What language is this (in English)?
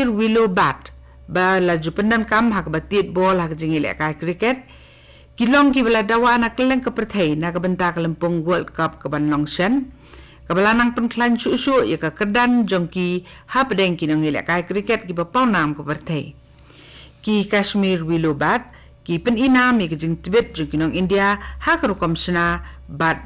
Khasi